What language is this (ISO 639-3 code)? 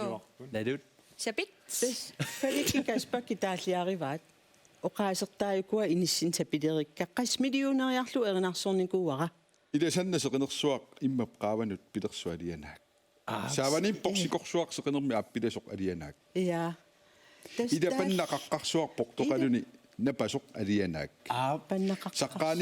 kal